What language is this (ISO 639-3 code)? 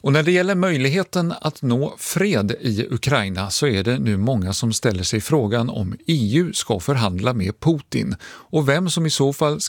swe